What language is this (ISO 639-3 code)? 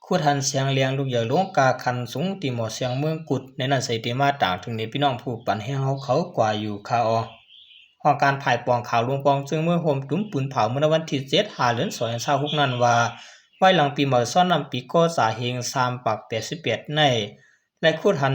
shn